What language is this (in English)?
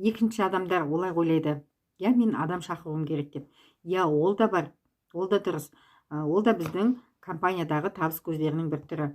Kazakh